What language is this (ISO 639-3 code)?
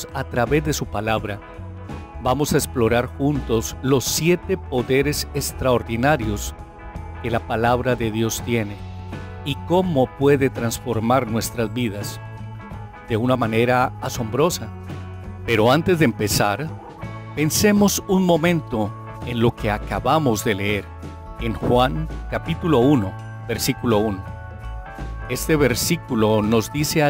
spa